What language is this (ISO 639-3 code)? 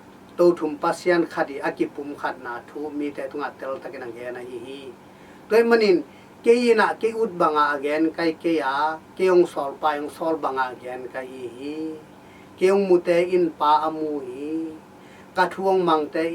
ctd